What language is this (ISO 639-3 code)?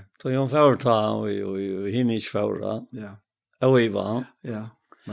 fao